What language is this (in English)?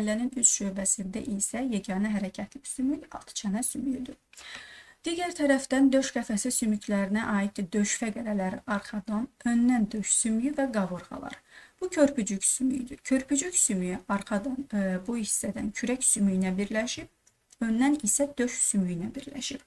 Azerbaijani